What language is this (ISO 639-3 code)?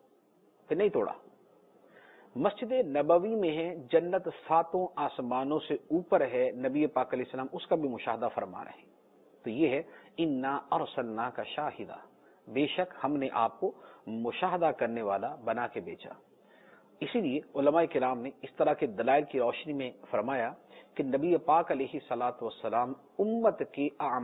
urd